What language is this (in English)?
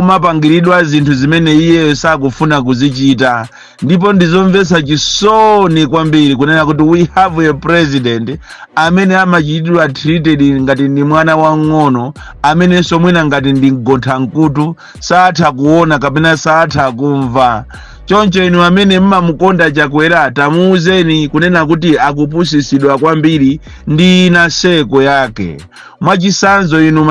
Nyanja